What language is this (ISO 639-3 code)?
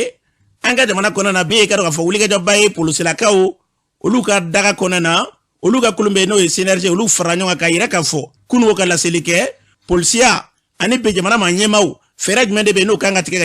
bam